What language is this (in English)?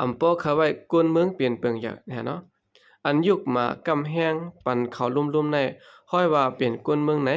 Shan